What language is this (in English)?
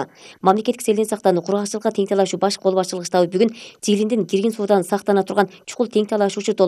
Kyrgyz